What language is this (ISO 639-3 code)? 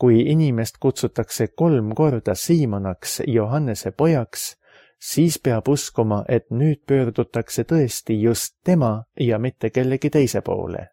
est